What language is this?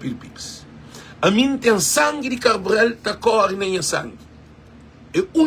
Kabuverdianu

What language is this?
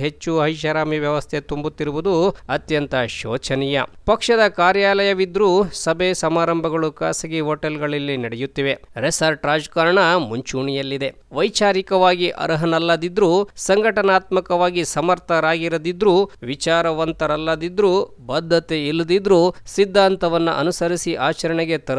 Kannada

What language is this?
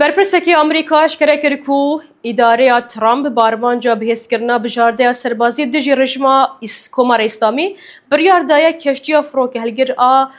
Kurdish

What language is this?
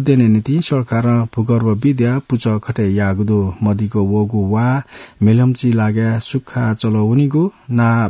Newari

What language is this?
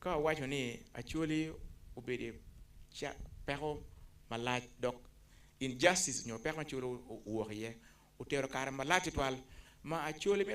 Acoli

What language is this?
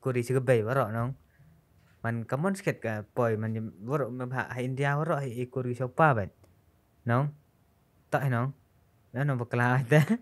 Khasi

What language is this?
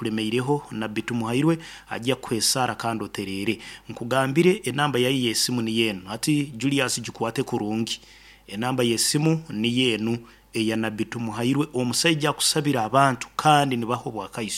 Nyoro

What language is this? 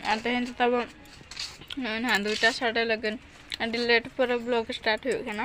Santali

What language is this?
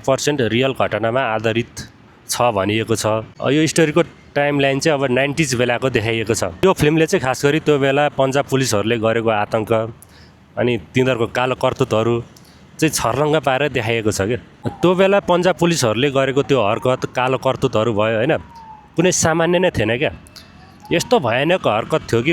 Nepali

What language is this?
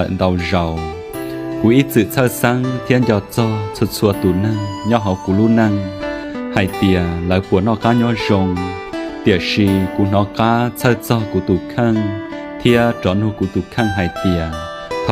Hmong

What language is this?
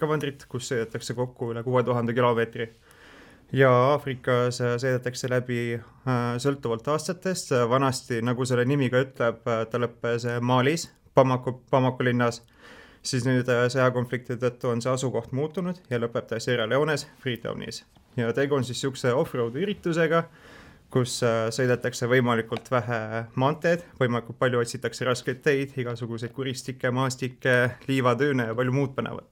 Estonian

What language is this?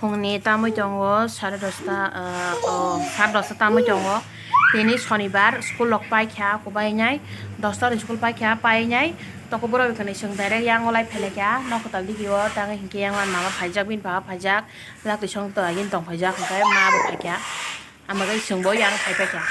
Kok Borok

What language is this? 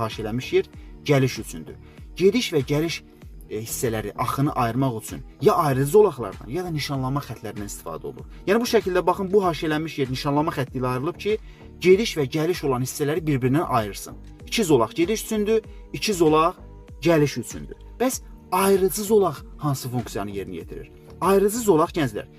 Azerbaijani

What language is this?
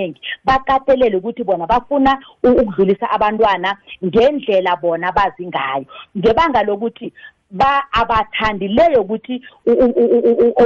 South Ndebele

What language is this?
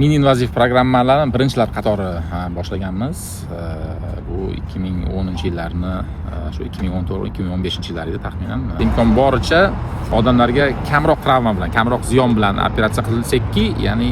Uzbek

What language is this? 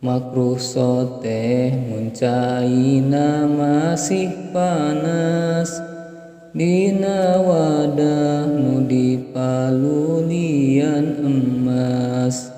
Sundanese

